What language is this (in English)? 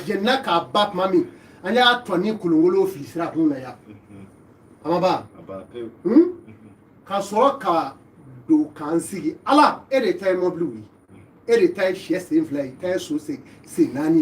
Bambara